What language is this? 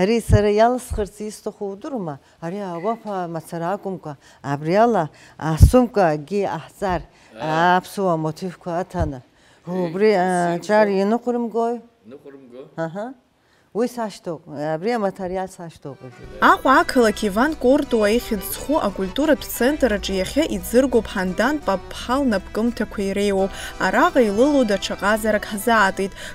Abkhazian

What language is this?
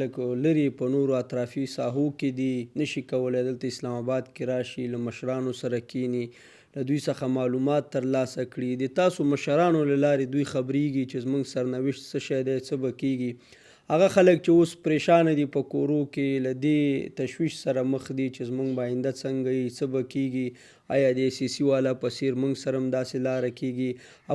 Pashto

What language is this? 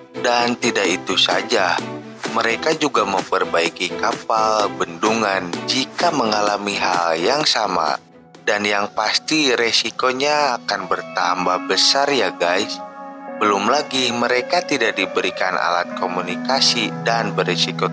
Indonesian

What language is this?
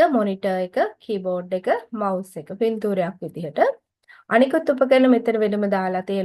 Sinhala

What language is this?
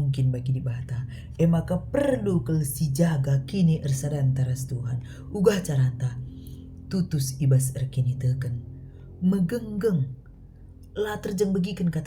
Batak Karo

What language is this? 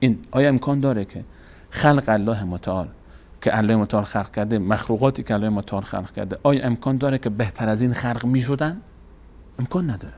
Persian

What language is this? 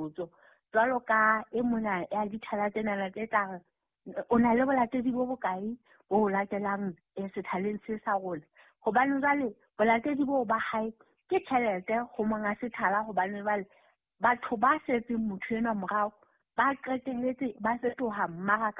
Southern Sotho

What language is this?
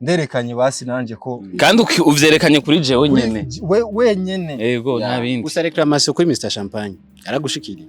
Rundi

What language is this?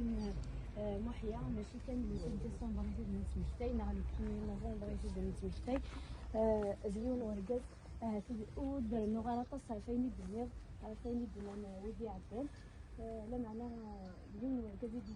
Kabyle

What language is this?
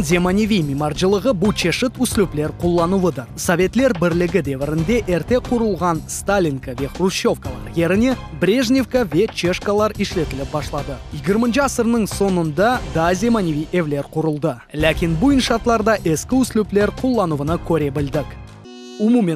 Crimean Tatar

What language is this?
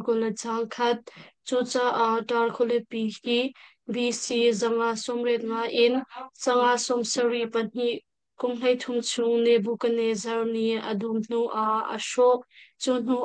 Hakha Chin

